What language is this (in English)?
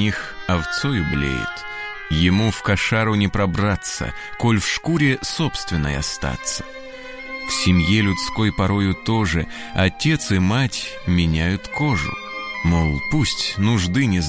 Russian